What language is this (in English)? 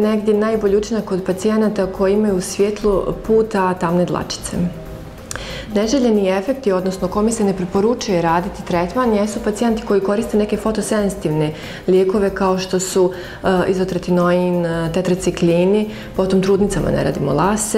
Bosnian